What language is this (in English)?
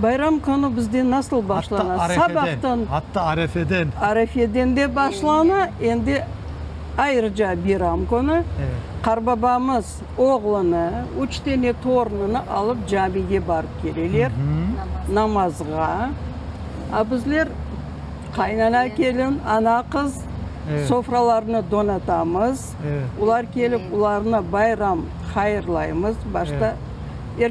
Crimean Tatar